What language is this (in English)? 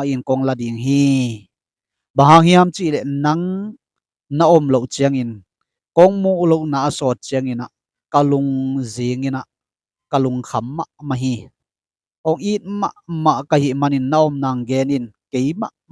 Tedim Chin